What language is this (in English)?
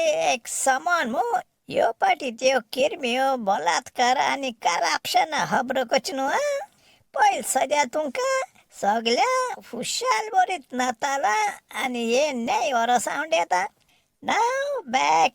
Konkani